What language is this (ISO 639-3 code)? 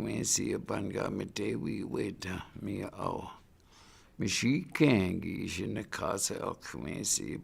ciw